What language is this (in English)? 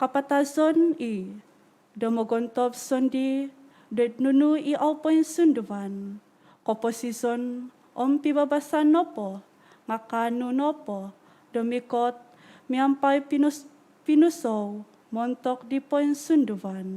Central Dusun